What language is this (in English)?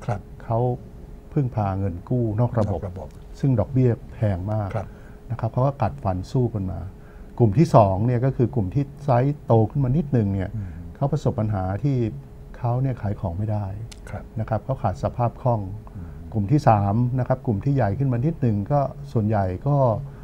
Thai